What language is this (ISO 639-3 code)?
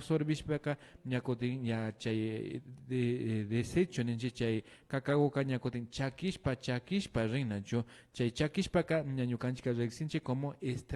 qvi